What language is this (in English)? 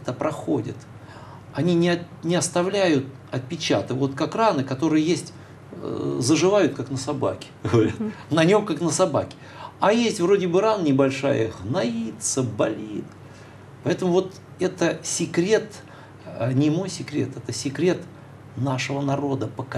Russian